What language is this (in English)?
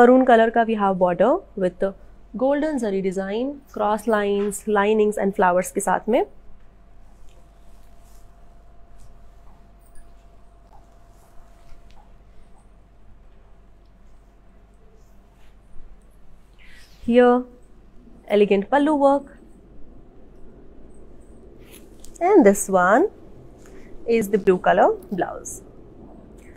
Hindi